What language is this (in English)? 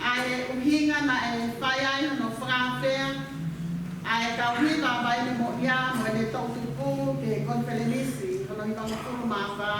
Tongan